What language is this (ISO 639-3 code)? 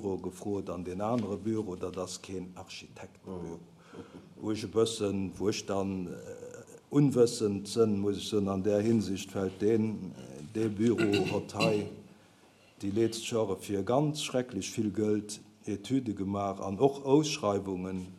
ltz